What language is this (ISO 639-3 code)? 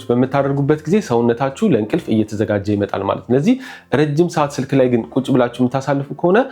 amh